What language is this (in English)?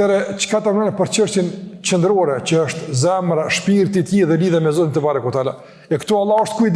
Albanian